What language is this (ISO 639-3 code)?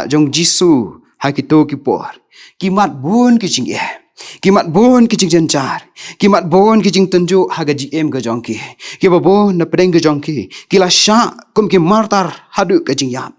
kha